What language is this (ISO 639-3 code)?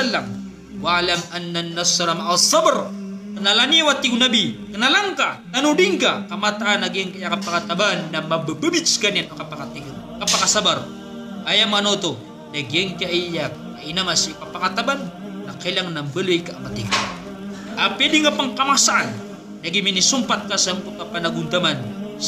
mrw